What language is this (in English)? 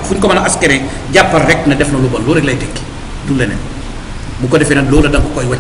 Wolof